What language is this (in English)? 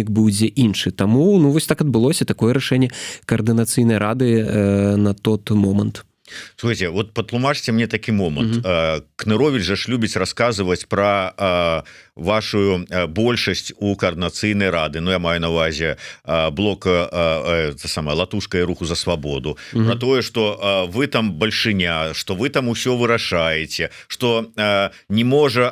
Belarusian